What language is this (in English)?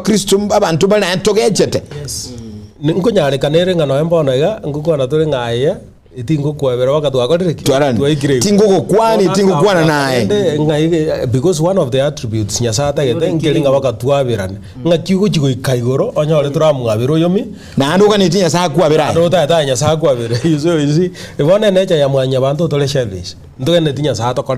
Gusii